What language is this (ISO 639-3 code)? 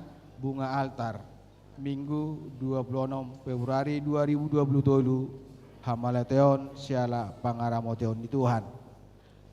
bbc